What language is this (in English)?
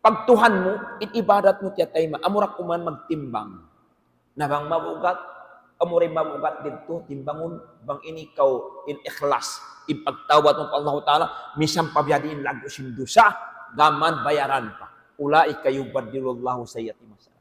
Tausug